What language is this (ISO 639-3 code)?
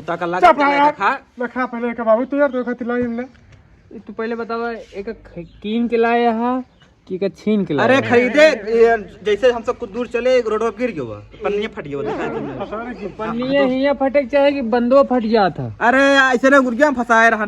awa